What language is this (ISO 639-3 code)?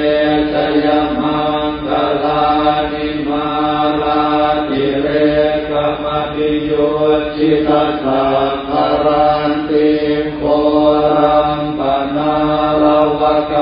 pli